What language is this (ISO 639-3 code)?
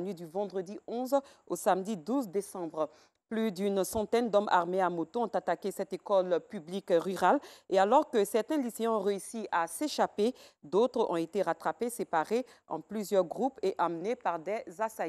fra